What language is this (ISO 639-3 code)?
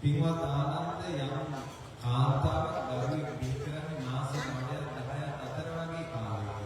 sin